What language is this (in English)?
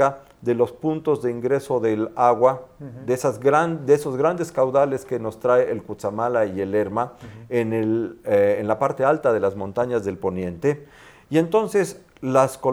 Spanish